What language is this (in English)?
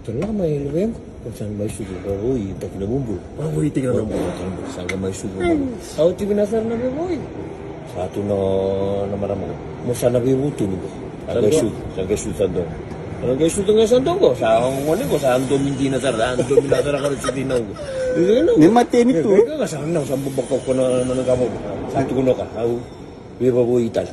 Fijian